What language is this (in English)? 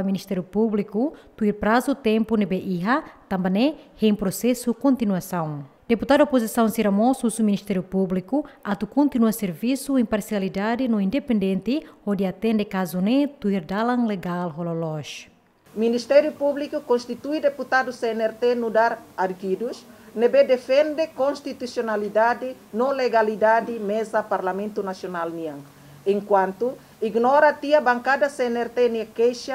Tetum